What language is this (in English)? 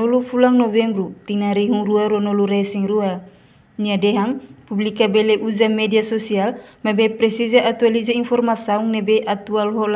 Tetum